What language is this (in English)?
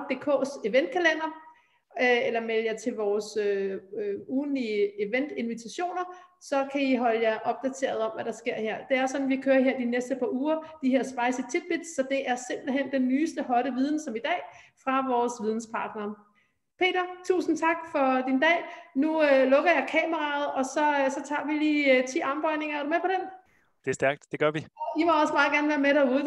Danish